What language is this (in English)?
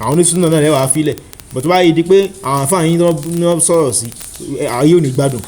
Yoruba